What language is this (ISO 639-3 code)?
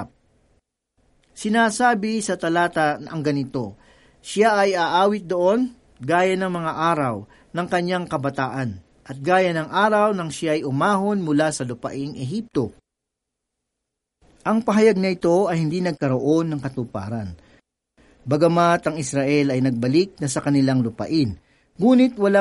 fil